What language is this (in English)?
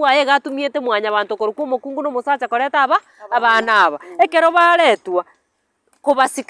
Gusii